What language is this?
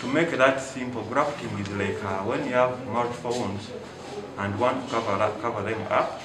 Nyankole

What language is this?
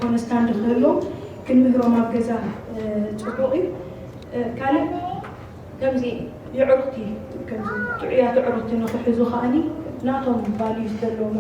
Tigrinya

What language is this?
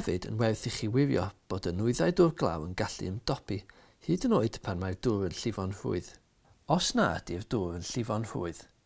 Welsh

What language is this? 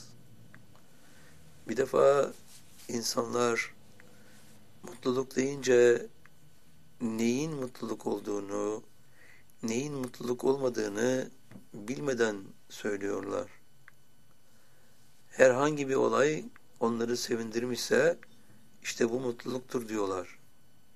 Turkish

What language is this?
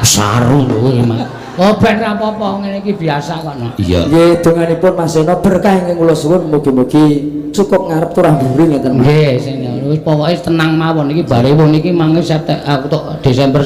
Javanese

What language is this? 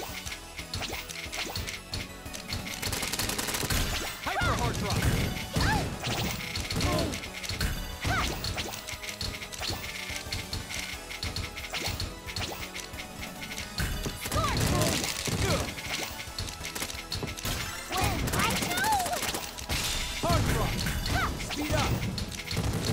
English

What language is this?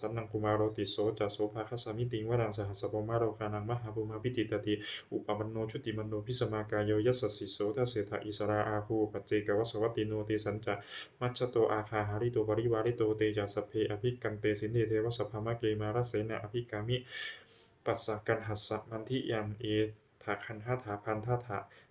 Pali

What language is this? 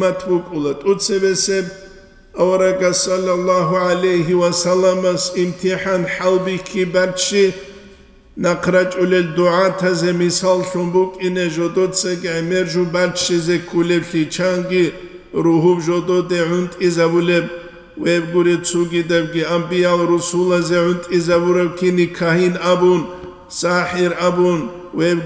Avaric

